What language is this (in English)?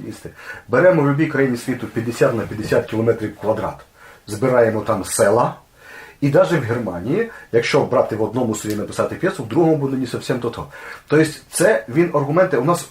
Rusyn